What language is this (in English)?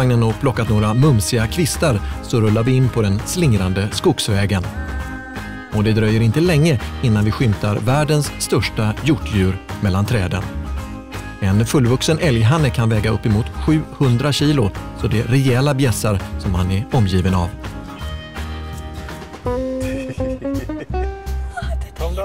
Swedish